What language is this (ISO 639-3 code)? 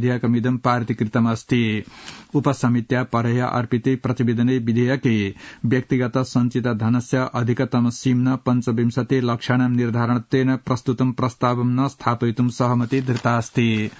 san